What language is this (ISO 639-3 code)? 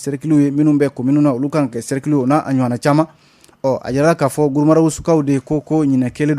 bam